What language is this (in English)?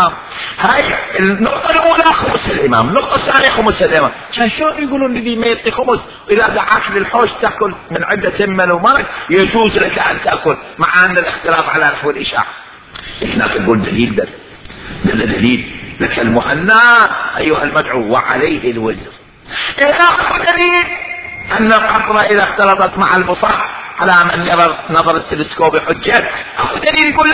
Mesopotamian Arabic